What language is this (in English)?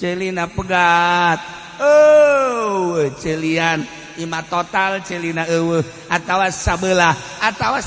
Sundanese